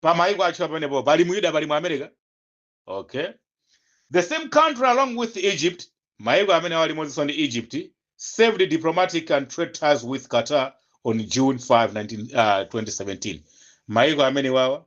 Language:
Nyanja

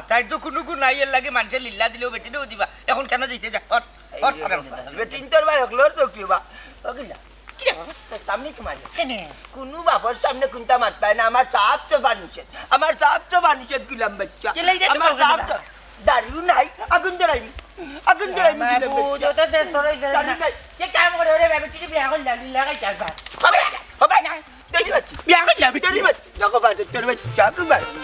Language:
Sylheti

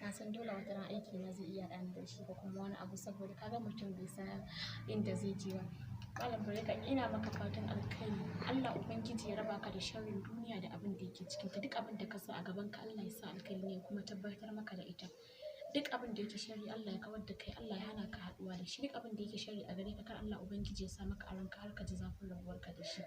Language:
Hausa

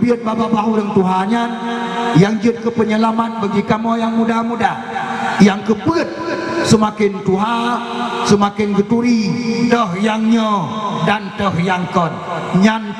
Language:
Achinese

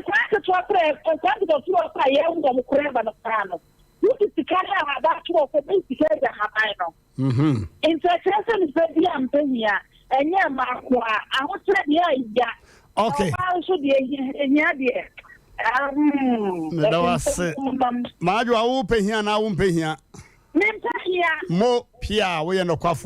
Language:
Akan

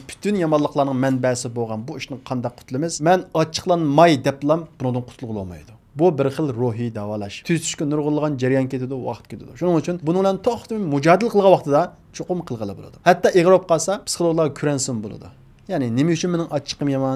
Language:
Uyghur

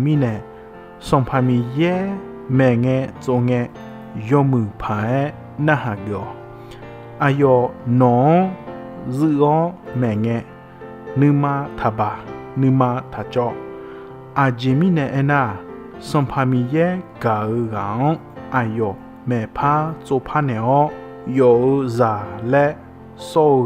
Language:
Akha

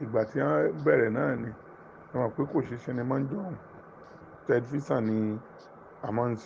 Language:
Yoruba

